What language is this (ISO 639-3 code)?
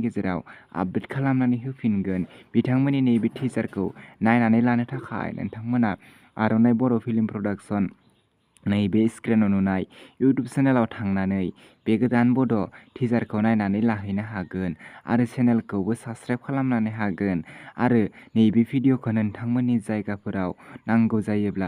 brx